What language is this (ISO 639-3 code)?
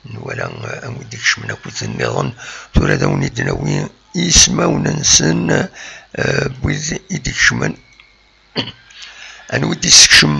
kab